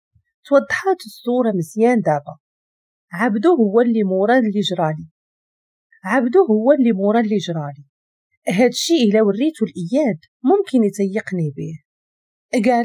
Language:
Moroccan Arabic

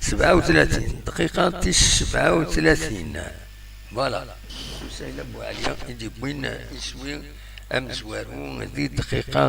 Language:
Kabyle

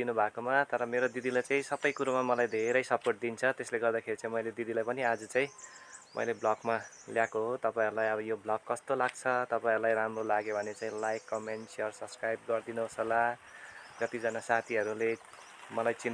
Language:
Nepali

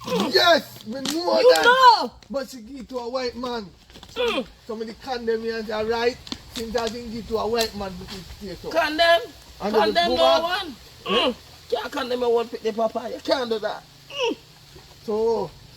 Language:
Jamaican Creole English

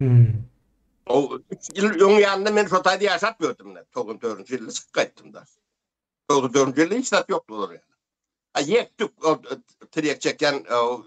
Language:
Turkmen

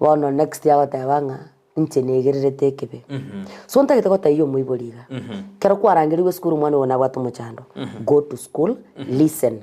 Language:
Gusii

